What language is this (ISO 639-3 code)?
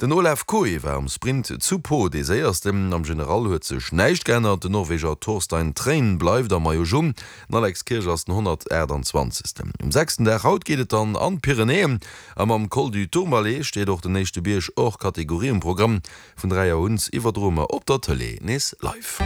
ltz